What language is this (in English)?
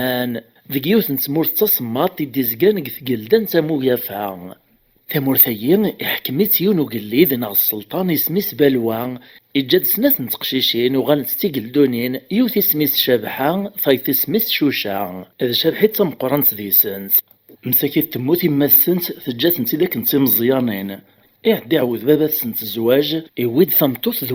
Kabyle